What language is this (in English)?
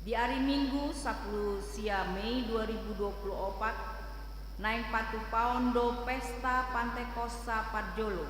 Batak Toba